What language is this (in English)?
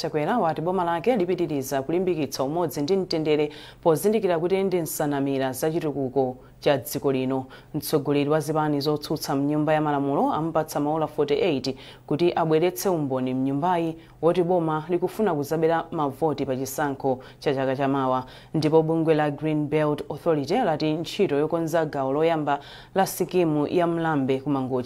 Nyanja